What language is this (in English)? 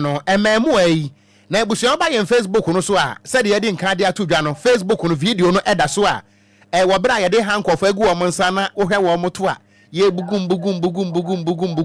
Akan